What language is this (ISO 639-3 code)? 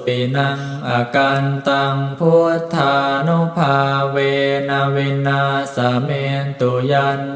pli